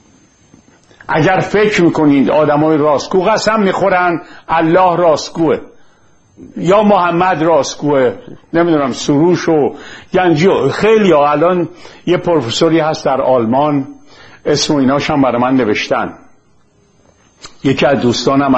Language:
Persian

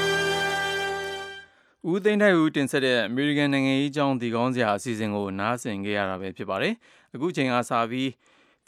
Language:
Burmese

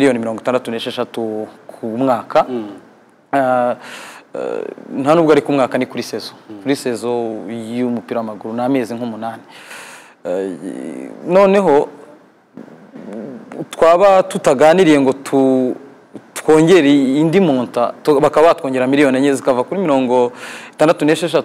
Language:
Kinyarwanda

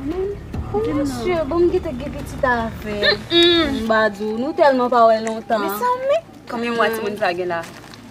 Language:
Haitian Creole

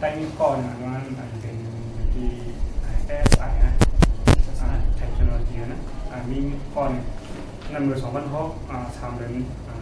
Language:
Shan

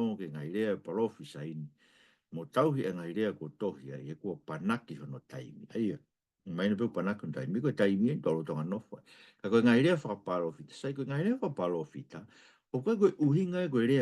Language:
Tongan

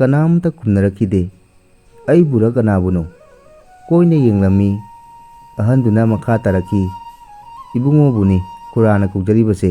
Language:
Manipuri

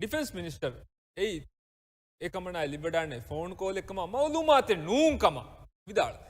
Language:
Divehi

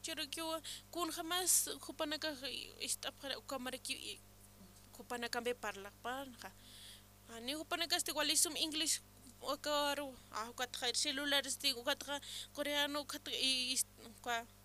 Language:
Aymara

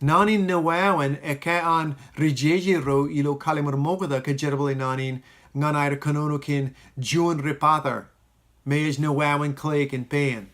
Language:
Marshallese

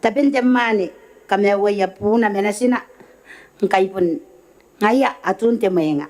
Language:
Gilbertese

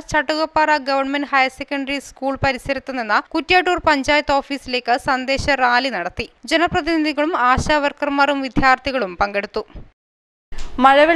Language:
Malayalam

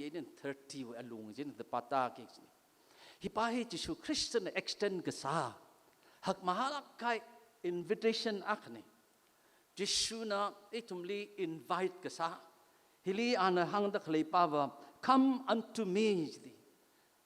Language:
Tangkhul Naga (India)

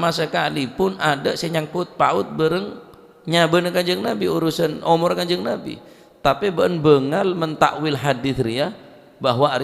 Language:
Madurese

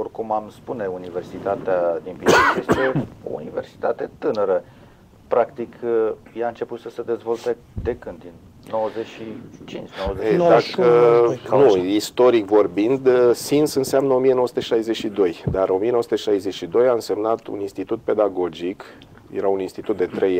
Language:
Romanian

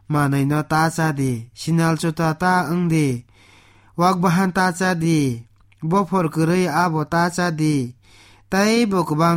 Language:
Kok Borok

